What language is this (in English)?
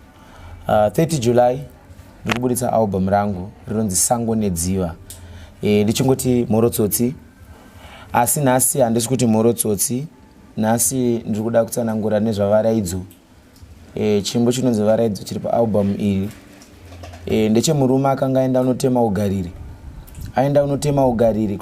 Shona